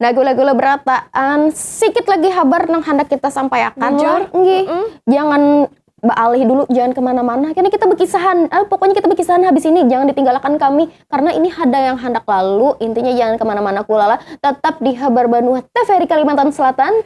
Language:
Banjar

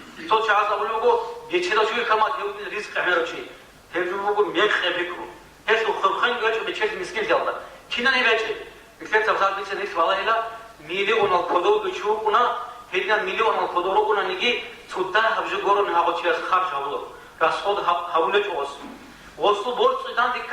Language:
Avaric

